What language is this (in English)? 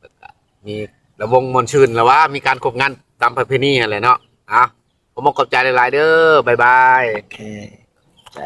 Northeastern Thai